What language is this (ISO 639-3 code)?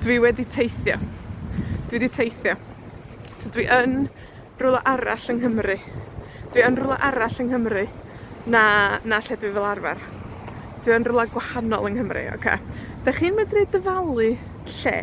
cym